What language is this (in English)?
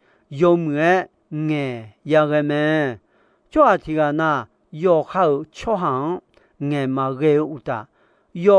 Akha